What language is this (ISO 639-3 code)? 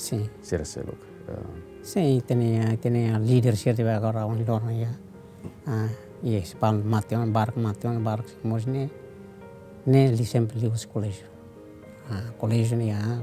tet